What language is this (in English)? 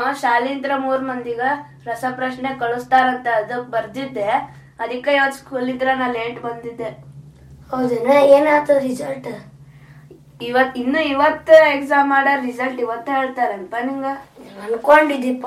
Kannada